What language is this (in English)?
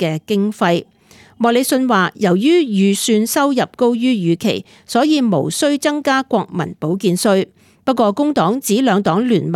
Cantonese